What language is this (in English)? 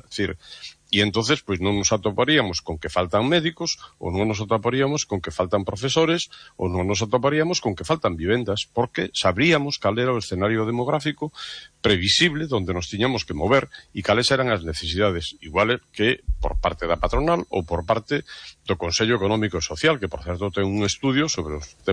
Galician